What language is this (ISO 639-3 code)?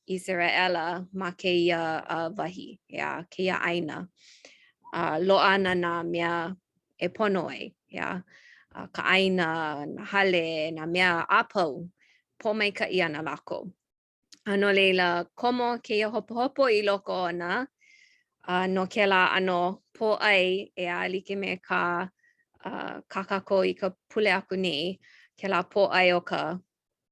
haw